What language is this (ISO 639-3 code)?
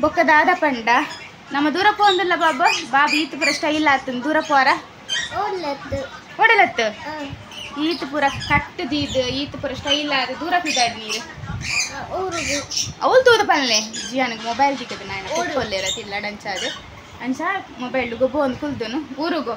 tcy